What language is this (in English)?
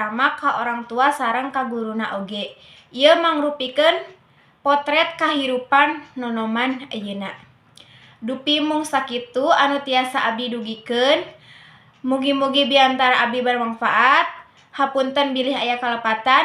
Sundanese